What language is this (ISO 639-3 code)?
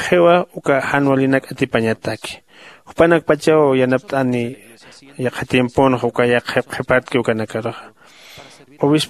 aym